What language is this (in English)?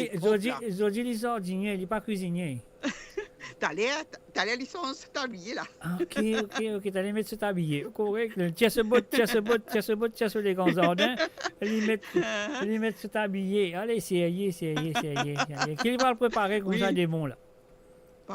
Morisyen